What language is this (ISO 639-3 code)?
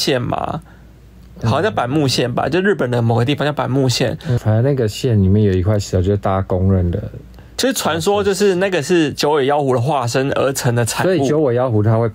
zho